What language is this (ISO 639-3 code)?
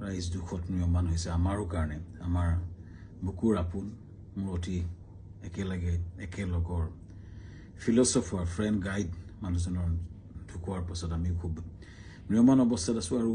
asm